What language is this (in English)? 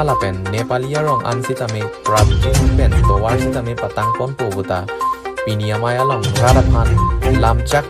Karbi